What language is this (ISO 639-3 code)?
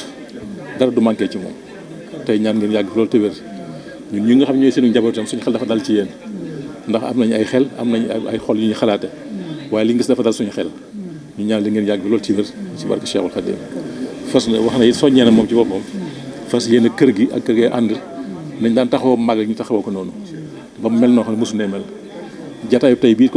wol